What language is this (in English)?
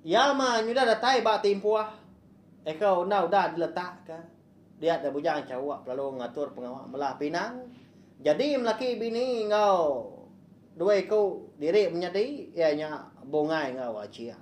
Iban